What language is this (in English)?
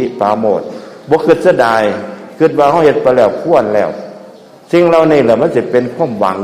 Northeastern Thai